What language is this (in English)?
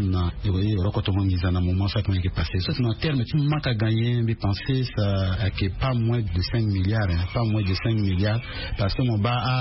Sango